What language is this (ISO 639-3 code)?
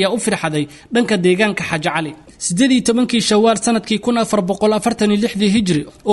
som